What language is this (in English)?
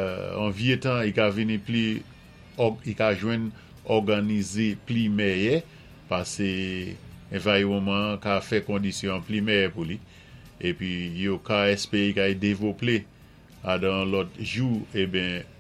Saint Lucian Creole French